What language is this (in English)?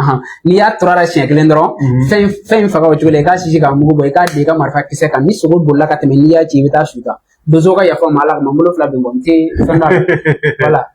Bambara